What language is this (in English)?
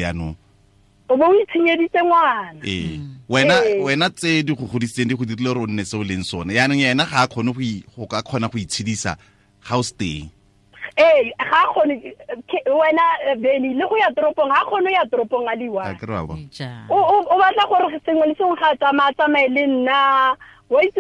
Tswana